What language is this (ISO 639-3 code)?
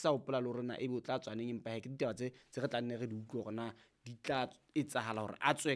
sot